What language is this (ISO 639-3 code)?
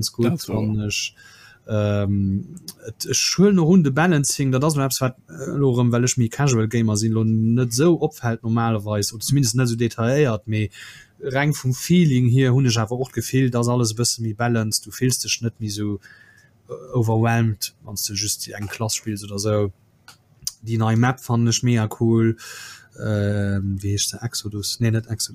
ltz